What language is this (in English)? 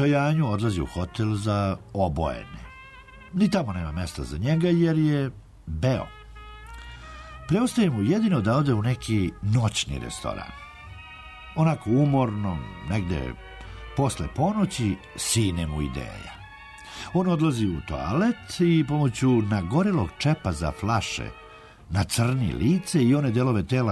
Serbian